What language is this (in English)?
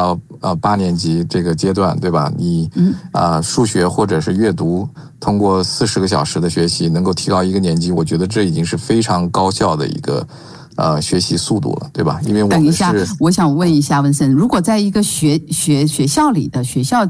Chinese